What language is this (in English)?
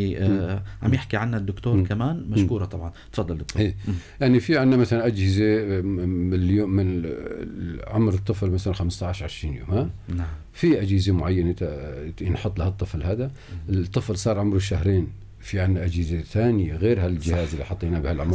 North Levantine Arabic